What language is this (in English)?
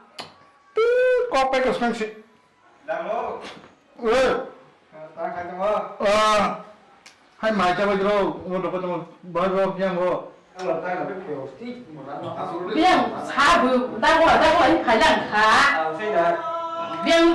Kok Borok